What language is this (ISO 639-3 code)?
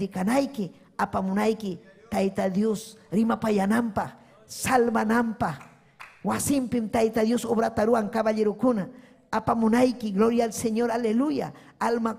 quy